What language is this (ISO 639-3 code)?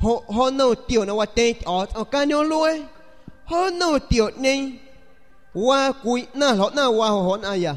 azg